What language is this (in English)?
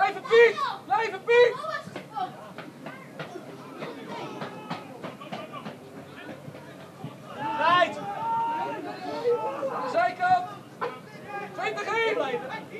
Dutch